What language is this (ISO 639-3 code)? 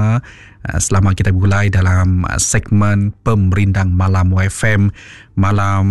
iba